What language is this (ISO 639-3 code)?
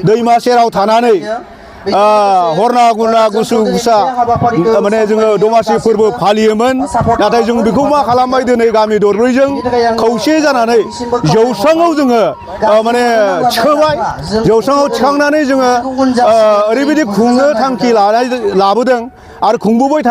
brx